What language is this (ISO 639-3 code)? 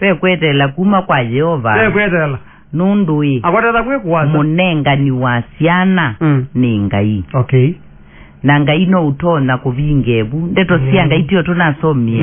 kam